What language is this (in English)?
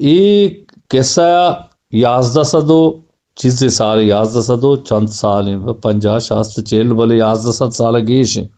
Eastern Balochi